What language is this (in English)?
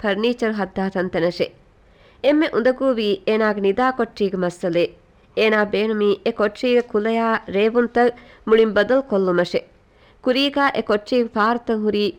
Divehi